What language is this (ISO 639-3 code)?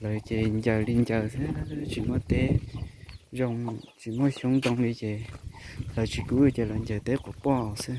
hmn